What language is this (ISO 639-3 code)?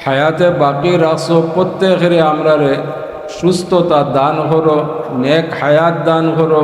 syl